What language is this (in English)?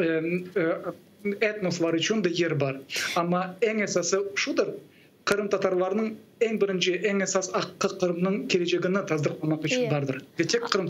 Crimean Tatar